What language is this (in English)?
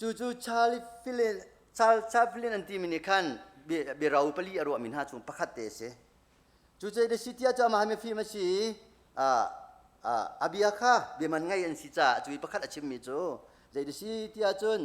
Hakha Chin